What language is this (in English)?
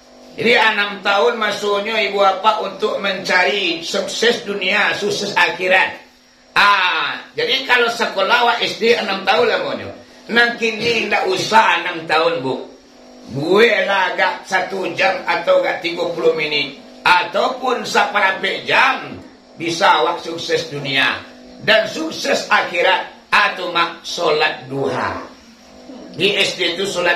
Minangkabau